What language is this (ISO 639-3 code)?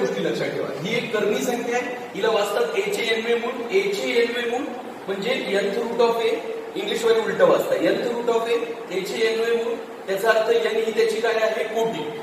mar